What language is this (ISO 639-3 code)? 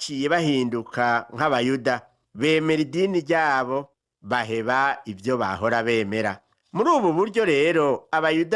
run